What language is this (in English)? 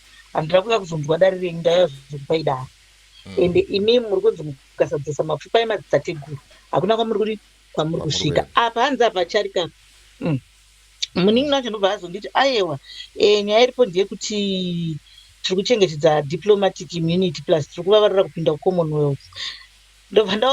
Shona